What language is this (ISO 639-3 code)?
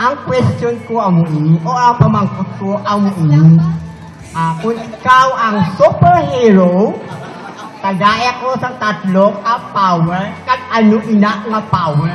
hil